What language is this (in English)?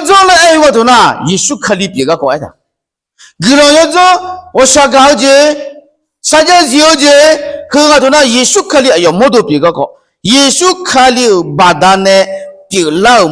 Akha